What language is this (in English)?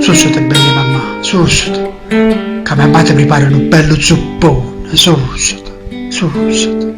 Neapolitan